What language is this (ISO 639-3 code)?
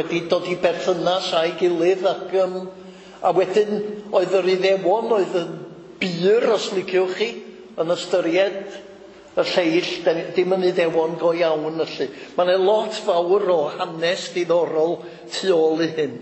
cym